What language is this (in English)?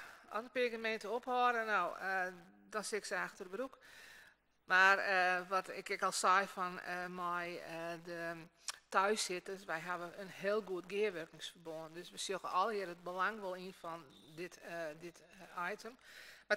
Western Frisian